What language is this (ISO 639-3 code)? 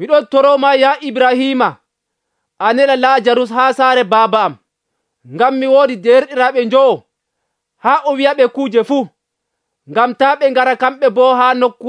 fuv